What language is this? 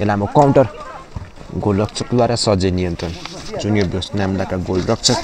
Nepali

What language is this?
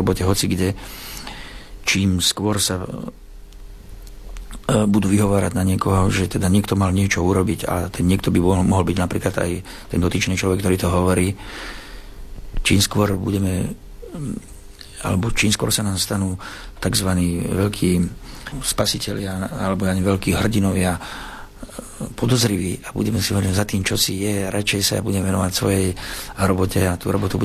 Slovak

